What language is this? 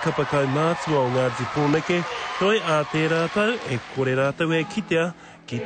Māori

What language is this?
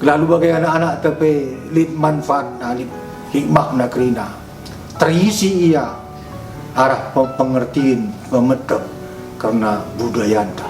Batak Karo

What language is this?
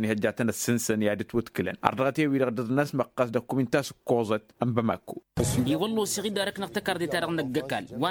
Tamasheq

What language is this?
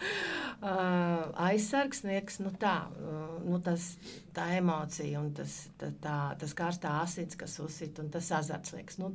Latvian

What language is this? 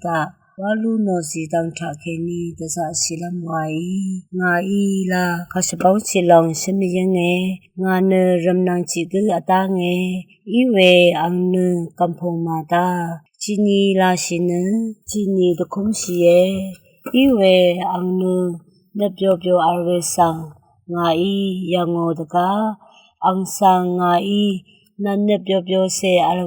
Rawang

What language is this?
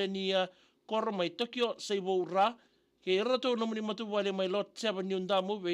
Fijian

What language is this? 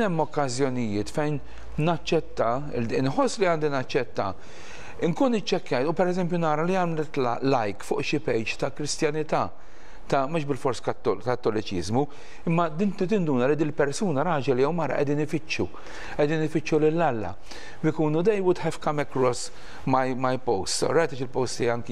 Maltese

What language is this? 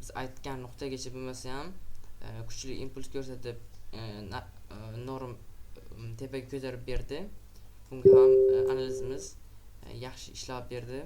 Uzbek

